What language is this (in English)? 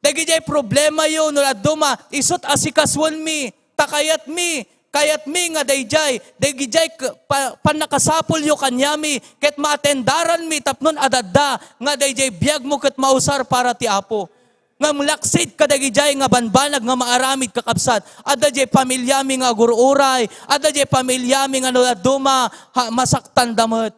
Iloko